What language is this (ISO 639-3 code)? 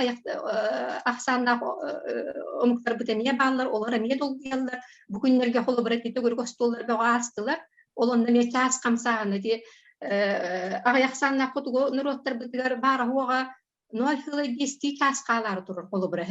sah